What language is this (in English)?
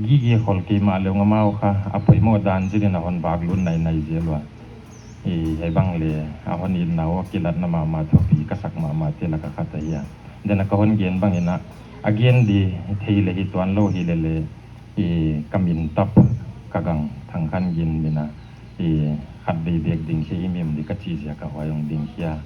Paite Chin